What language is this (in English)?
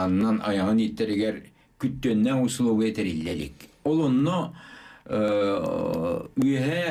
Yakut